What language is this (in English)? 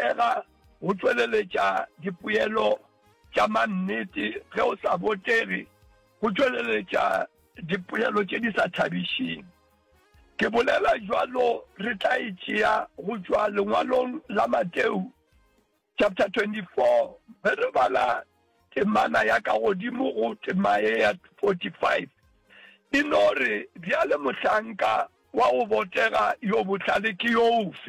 Northern Sotho